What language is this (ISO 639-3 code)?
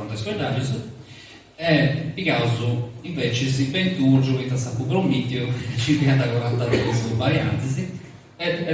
srd